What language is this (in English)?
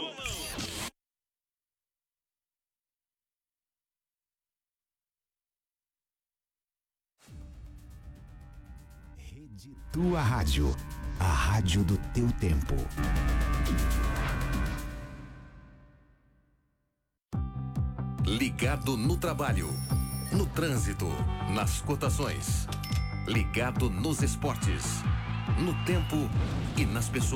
Portuguese